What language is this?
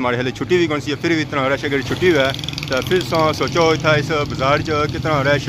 Pahari-Potwari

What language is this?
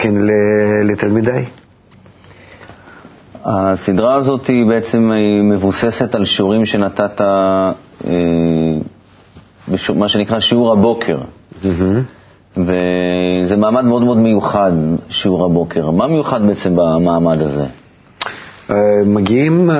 Hebrew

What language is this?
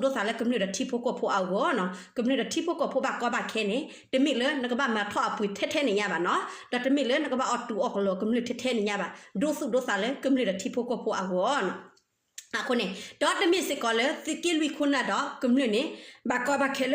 S'gaw Karen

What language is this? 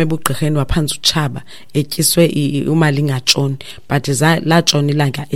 Xhosa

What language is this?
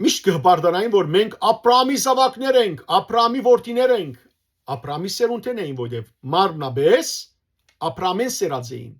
Western Armenian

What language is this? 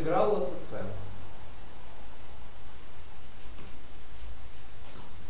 Russian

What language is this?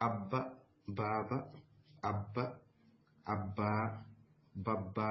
Fula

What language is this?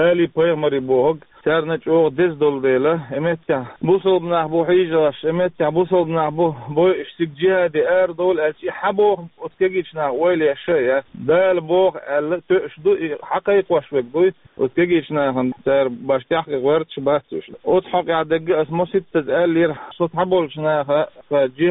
Chechen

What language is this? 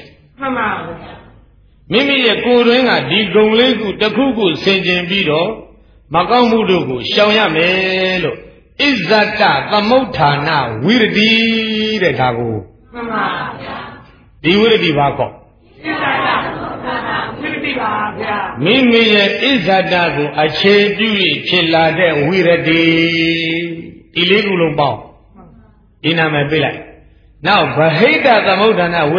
Burmese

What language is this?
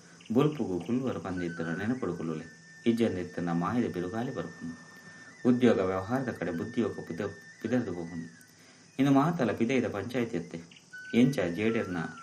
Tulu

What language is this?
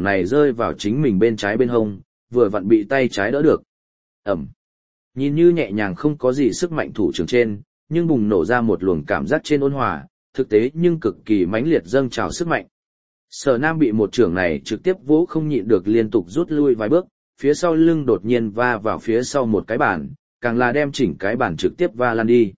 Vietnamese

